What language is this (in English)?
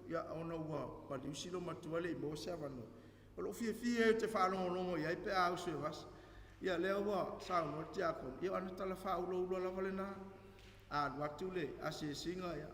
Samoan